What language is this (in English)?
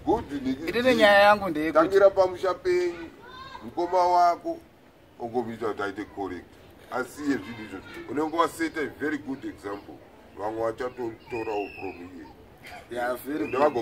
Shona